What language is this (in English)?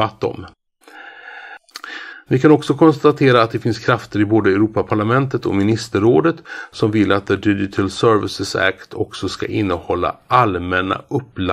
Swedish